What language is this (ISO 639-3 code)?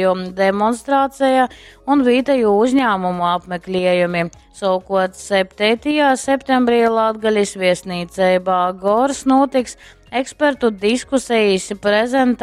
ltg